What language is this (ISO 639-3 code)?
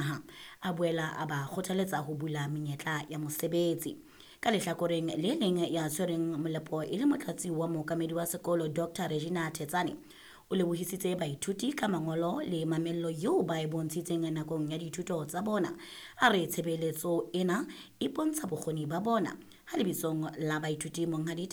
sot